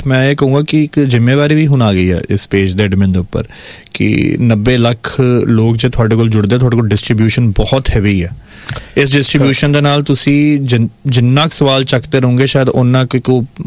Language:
Punjabi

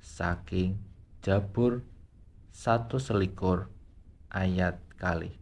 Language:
Javanese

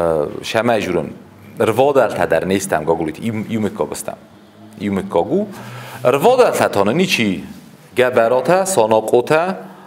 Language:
Ossetic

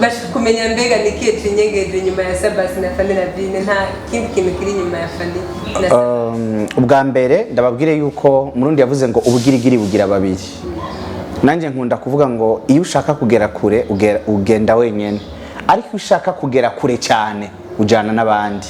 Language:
Rundi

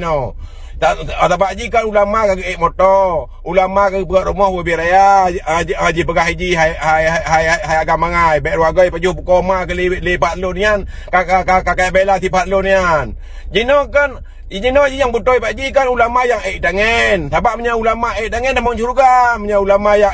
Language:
Achinese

